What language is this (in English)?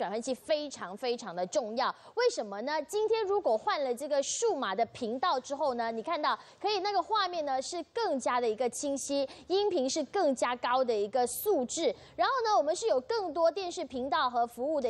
Chinese